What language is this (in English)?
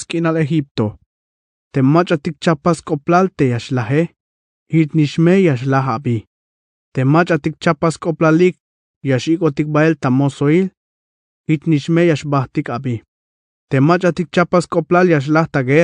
Tzeltal